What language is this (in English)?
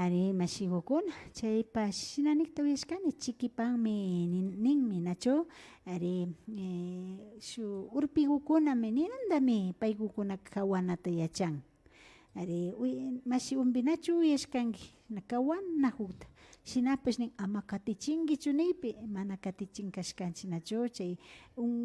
Imbabura Highland Quichua